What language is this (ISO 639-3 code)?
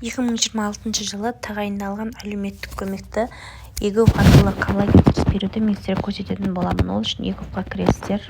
kaz